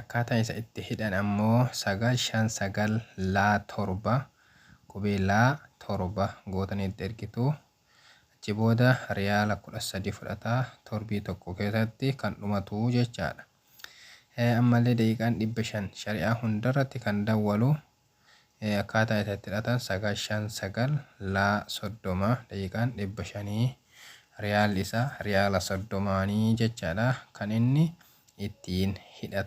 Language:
Oromo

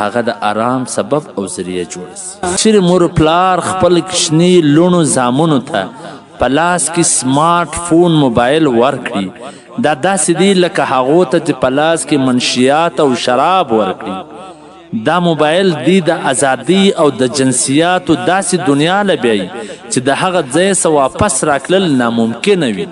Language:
Pashto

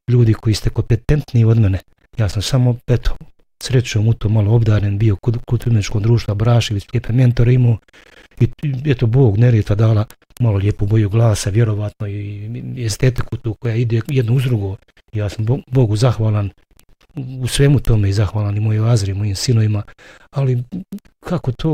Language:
Bosnian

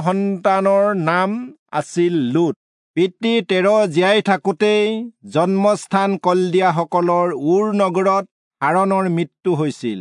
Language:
Assamese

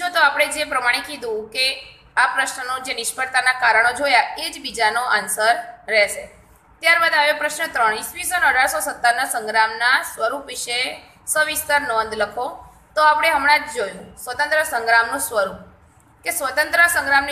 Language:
Gujarati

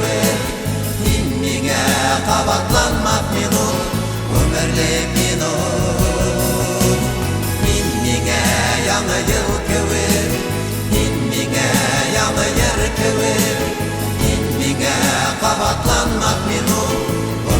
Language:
Bashkir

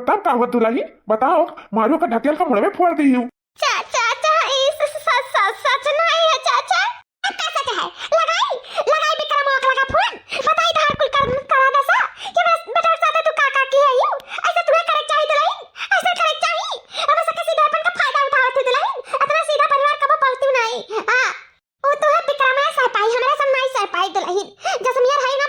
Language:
Awadhi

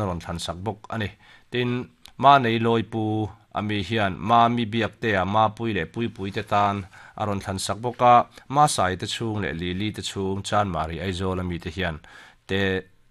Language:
Mizo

